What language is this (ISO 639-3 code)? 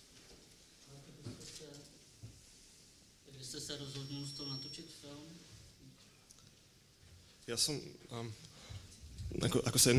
slk